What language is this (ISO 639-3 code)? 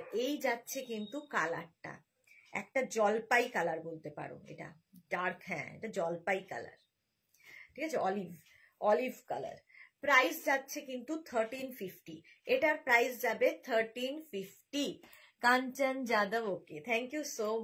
ben